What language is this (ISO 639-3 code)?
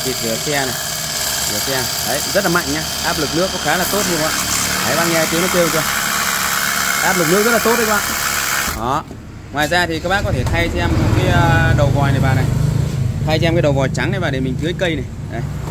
vie